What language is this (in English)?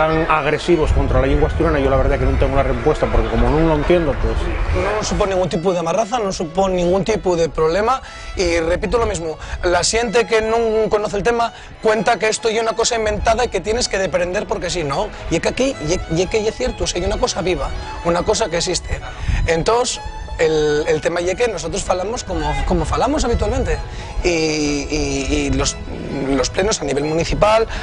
Asturian